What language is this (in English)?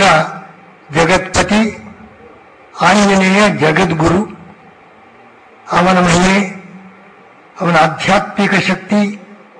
Kannada